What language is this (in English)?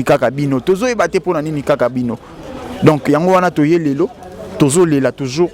Lingala